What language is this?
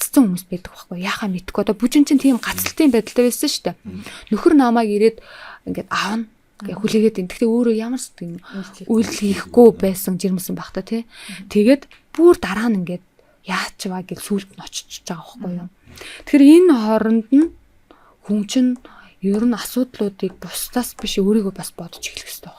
Mongolian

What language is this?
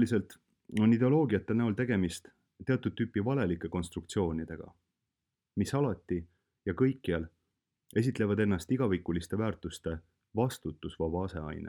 Estonian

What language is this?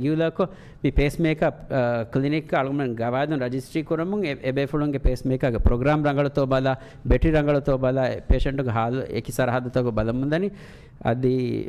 Divehi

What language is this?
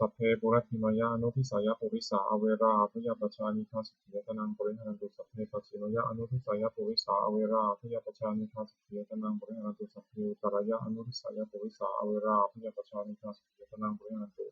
Pali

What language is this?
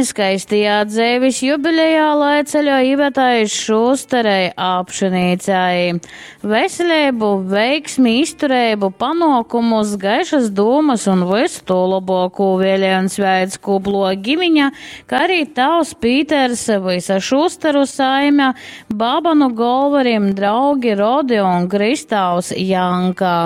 Latgalian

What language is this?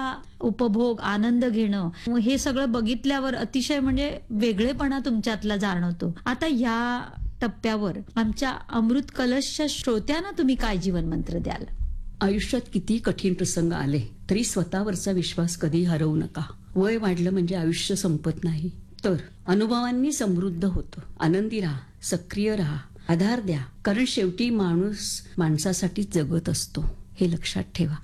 Marathi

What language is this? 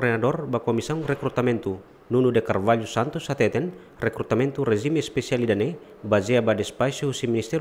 Tetum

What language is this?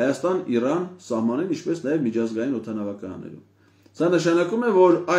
Armenian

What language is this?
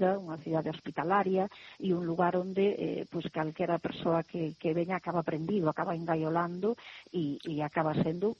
Galician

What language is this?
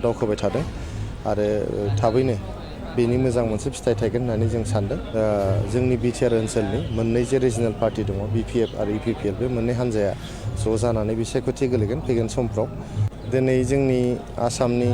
Bodo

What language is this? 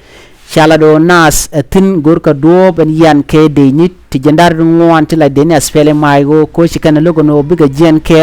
Nuer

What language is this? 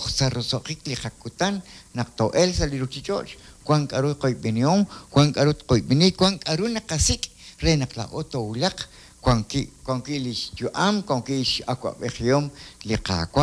Kekchí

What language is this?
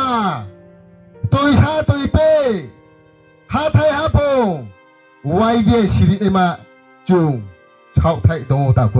Riang (India)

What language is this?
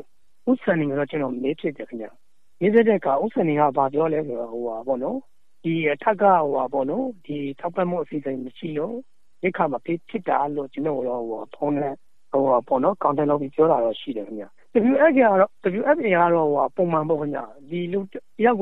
Burmese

